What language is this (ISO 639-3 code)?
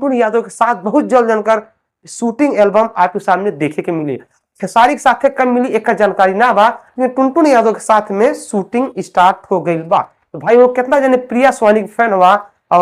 bho